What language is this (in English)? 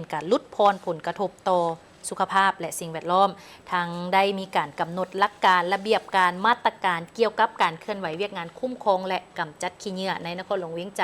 Lao